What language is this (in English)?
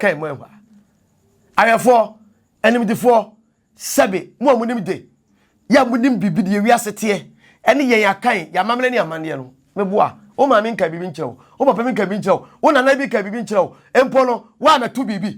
Akan